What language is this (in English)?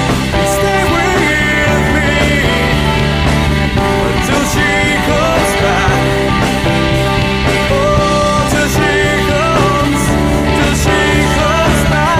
Filipino